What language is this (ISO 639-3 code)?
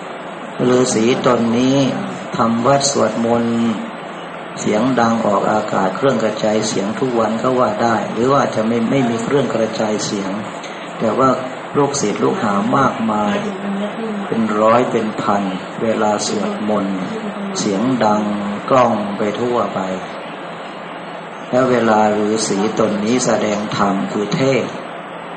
tha